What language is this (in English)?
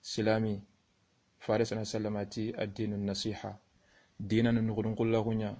Soninke